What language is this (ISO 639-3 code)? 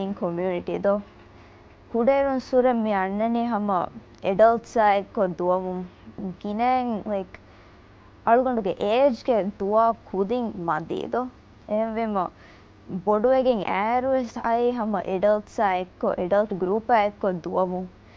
div